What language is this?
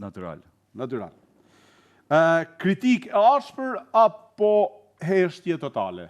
Albanian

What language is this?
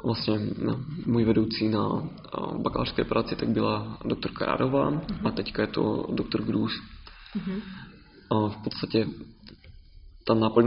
Czech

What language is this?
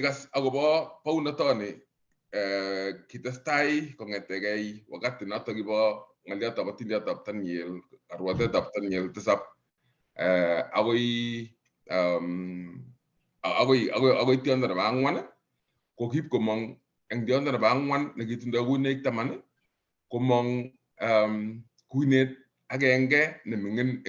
Kalenjin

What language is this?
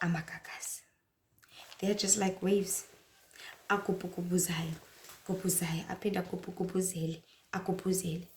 Zulu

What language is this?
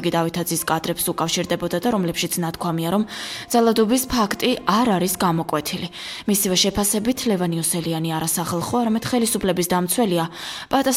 Georgian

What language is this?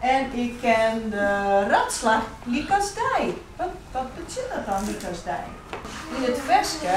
Western Frisian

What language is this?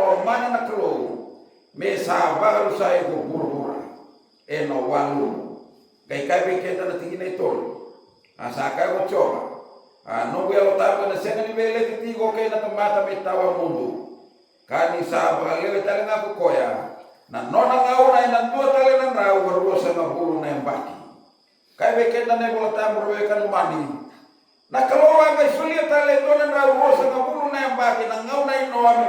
Fijian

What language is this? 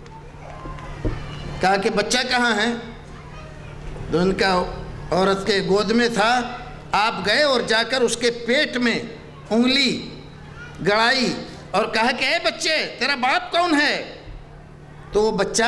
Urdu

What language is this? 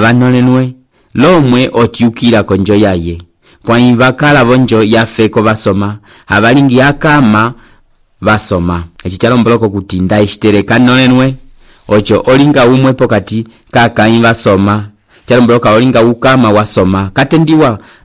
Umbundu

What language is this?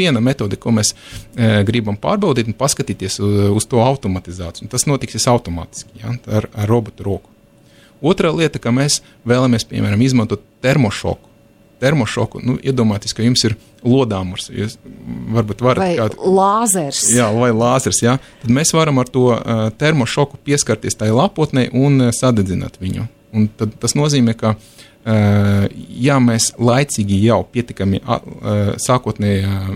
Latvian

